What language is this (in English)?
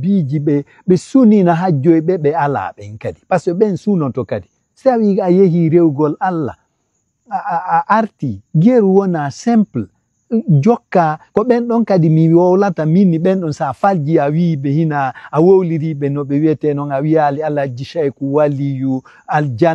Fula